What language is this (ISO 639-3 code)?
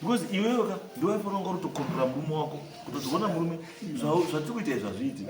sna